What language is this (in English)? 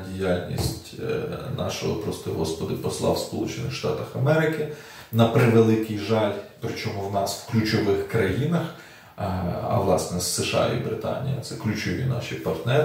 Ukrainian